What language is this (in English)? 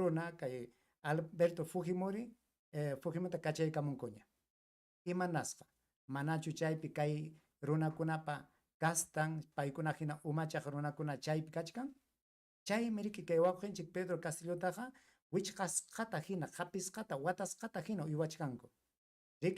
Ayacucho Quechua